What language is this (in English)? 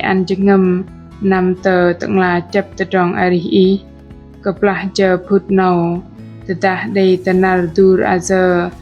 Bahnar